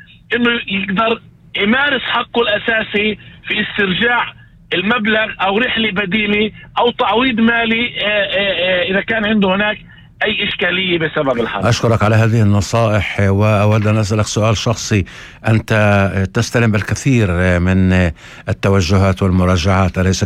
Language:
North Levantine Arabic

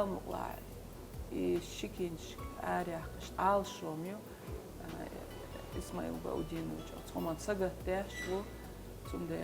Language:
Chechen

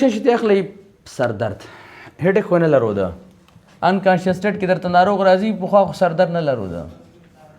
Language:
Pashto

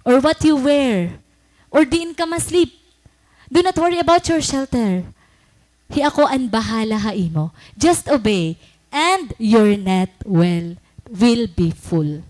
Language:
Waray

